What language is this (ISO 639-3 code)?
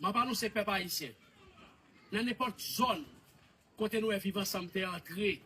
hat